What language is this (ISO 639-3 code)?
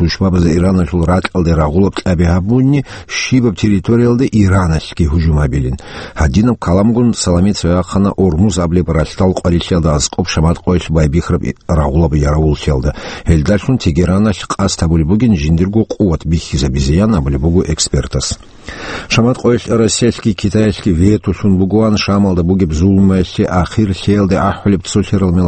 ava